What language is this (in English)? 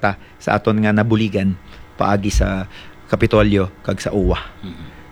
Hiligaynon